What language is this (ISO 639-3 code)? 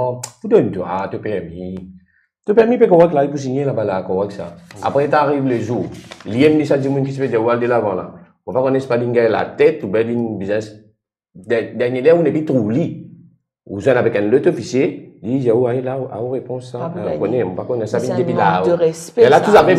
mfe